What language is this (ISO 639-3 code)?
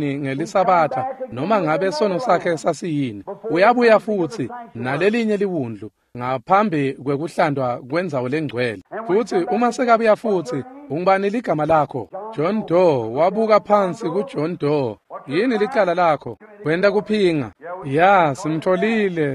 ssw